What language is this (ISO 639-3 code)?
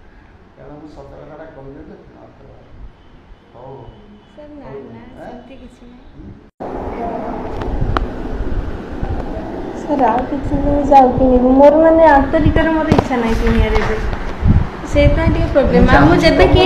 ori